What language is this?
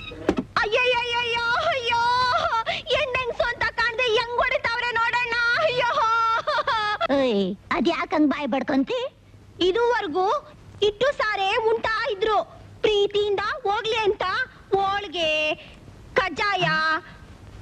Kannada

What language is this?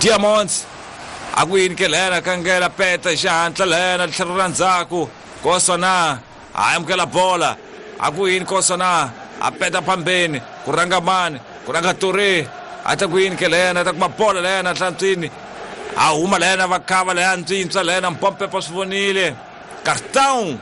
Tsonga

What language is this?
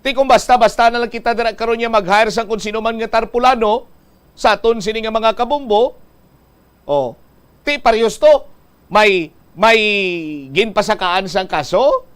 Hiligaynon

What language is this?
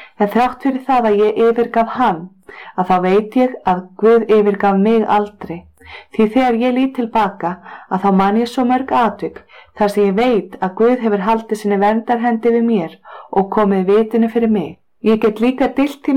Icelandic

